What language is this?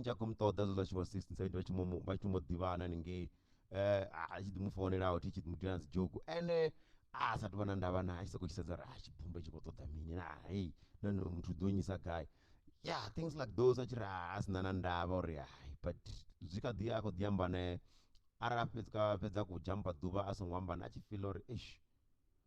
Venda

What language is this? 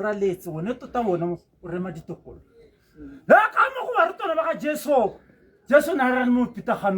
Tswana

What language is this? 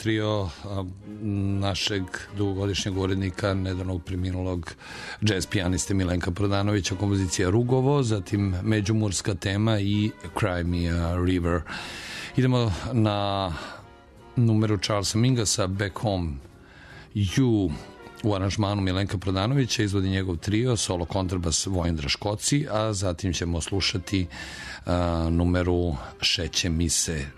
Serbian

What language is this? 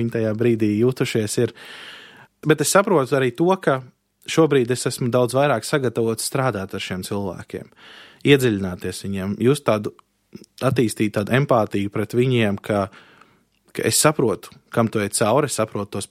Latvian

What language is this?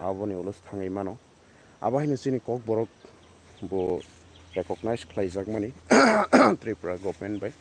Kok Borok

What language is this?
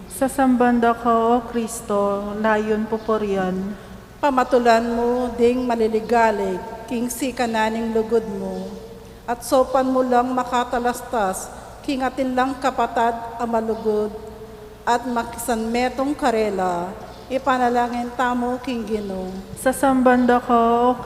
Pampanga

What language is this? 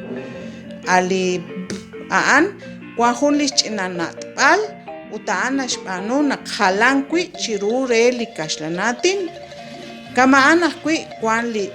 Kekchí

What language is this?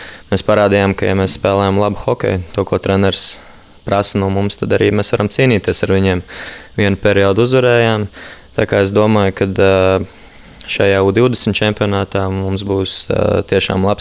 Latvian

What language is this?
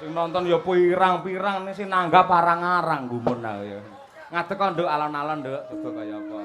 Javanese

